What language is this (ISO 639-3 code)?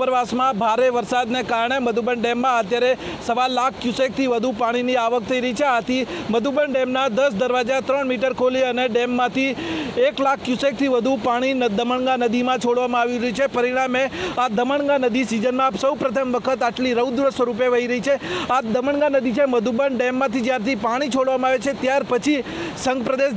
guj